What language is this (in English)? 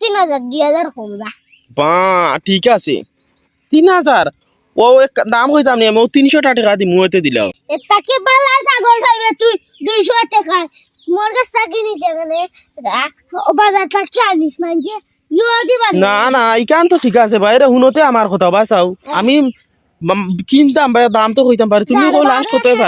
Sylheti